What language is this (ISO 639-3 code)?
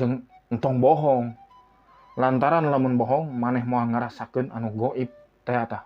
sun